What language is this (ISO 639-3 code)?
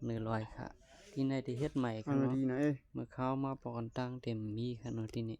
shn